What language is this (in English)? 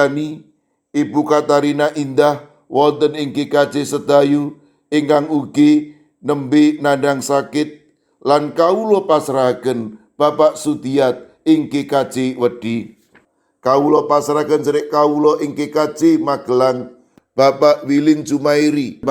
Javanese